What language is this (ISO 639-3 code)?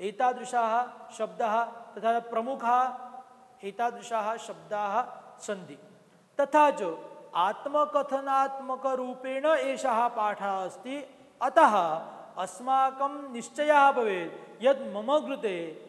san